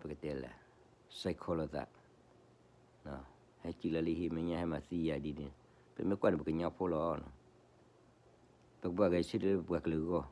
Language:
S'gaw Karen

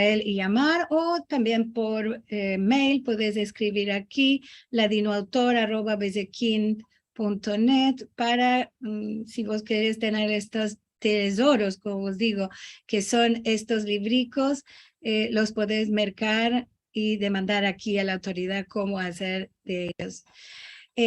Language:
Ladino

